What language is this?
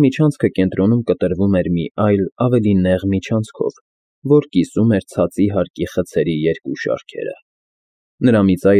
Armenian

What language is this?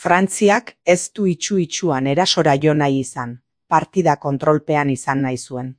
Basque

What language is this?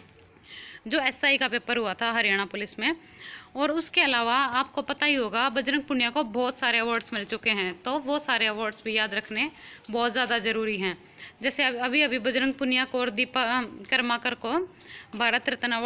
Hindi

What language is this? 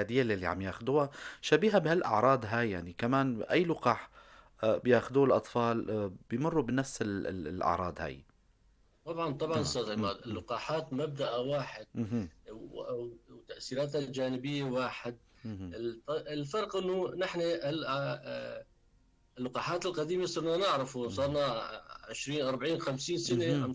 North Levantine Arabic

